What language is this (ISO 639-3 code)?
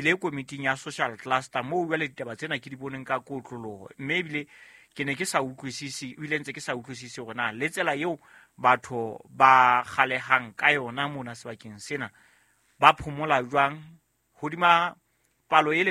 sot